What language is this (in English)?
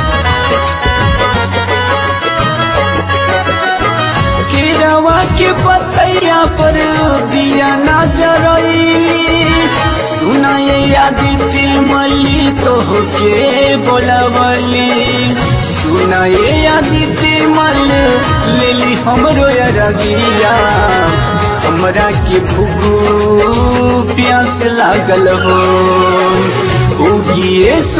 Bhojpuri